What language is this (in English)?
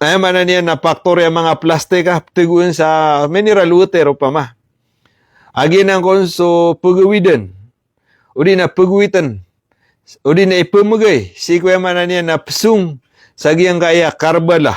Maranao